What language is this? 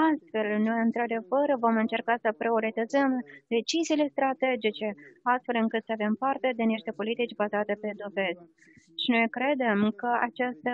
Romanian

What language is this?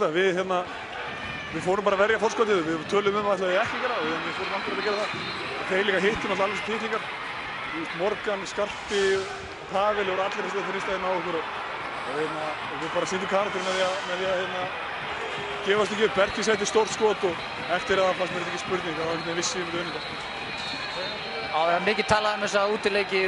Icelandic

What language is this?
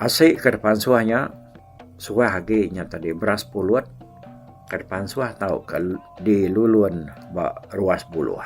Iban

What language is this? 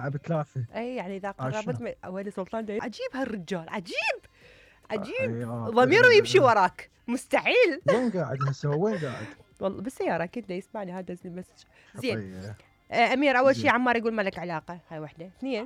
Mesopotamian Arabic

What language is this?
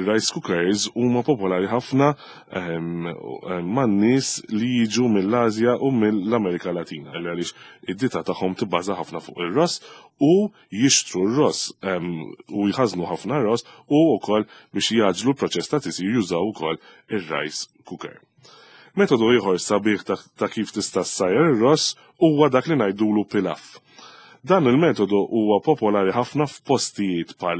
Maltese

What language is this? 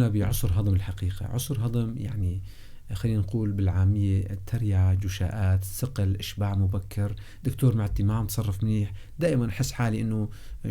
North Levantine Arabic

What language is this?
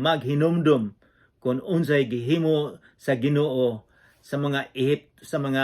Cebuano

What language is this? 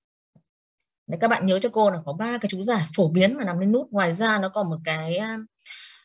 Vietnamese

